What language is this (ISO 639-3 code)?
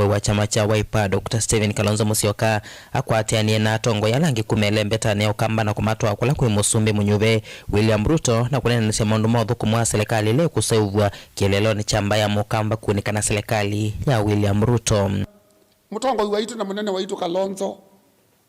kam